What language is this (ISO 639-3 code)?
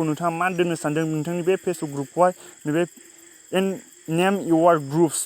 brx